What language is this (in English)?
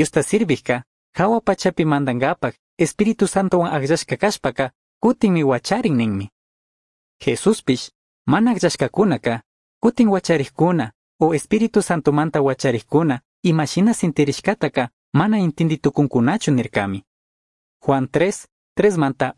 Chimborazo Highland Quichua